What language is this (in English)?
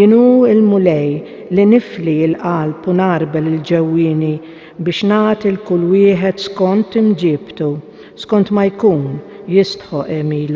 Maltese